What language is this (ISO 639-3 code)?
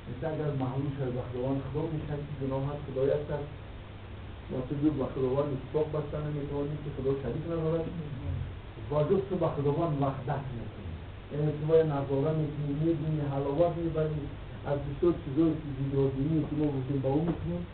tgk